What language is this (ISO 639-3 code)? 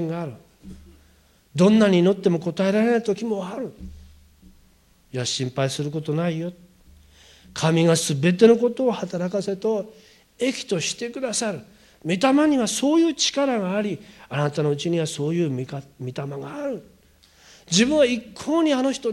jpn